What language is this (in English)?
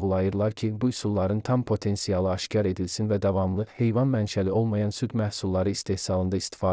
Azerbaijani